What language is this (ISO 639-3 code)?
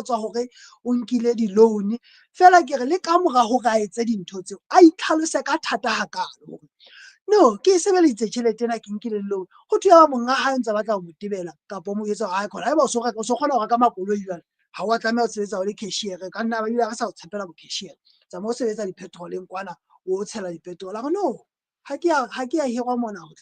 sot